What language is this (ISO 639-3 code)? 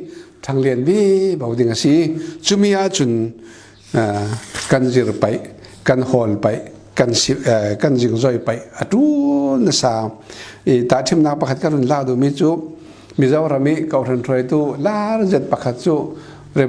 cfm